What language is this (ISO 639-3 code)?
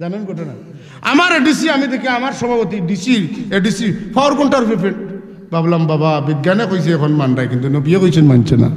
syl